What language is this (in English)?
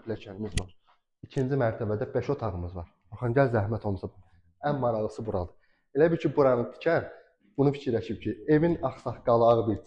Azerbaijani